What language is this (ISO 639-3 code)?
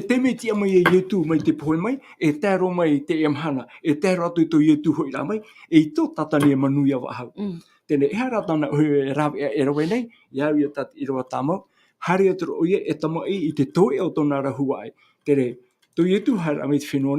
tah